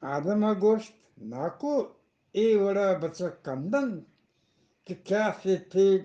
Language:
Eastern Balochi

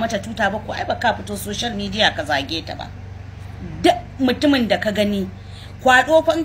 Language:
Hausa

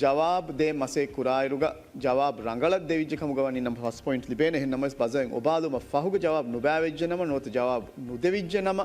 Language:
Divehi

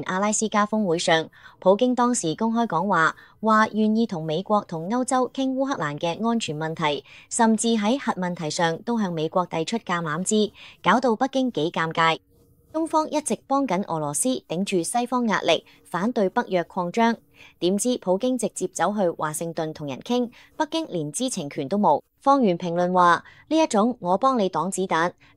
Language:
Cantonese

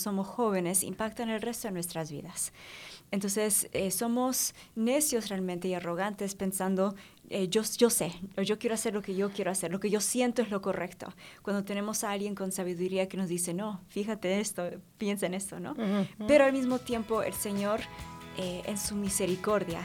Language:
Spanish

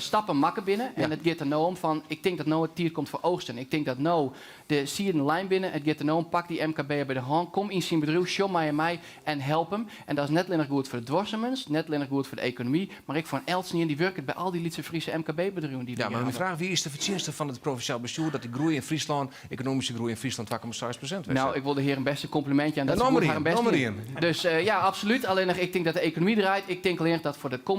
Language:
Western Frisian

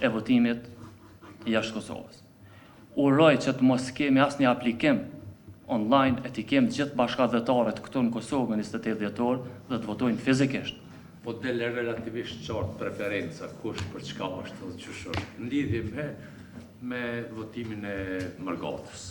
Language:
Albanian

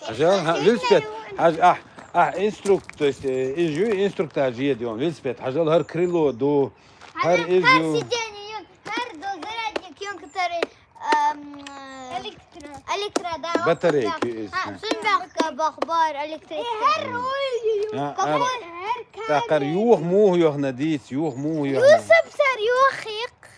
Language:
Chechen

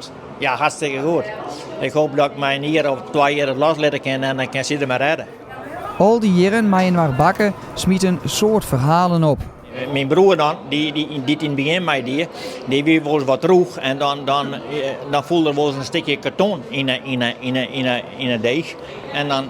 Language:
Western Frisian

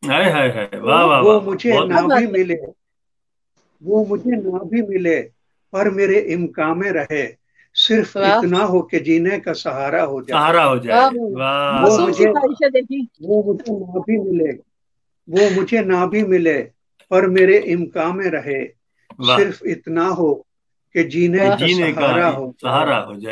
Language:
Urdu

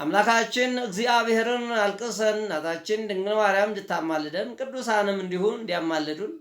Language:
Amharic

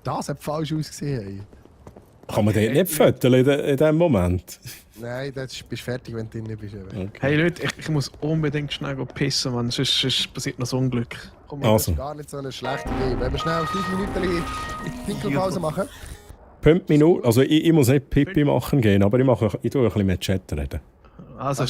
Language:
Swiss German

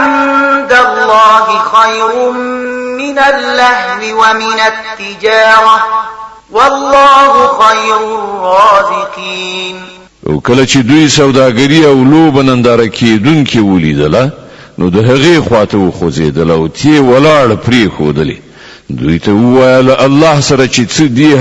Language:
Pashto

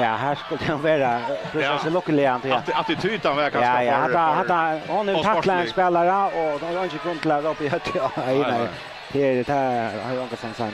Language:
Faroese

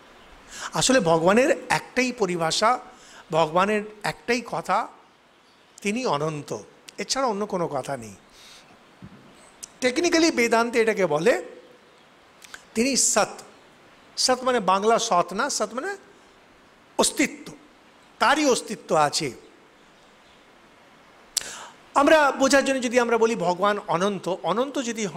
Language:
Bangla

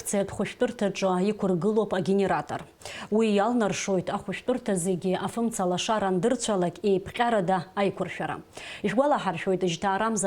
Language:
Abkhazian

